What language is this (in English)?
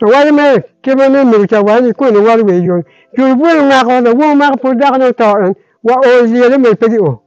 Acoli